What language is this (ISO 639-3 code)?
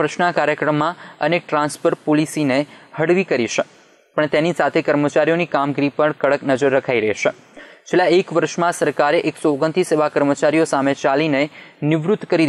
guj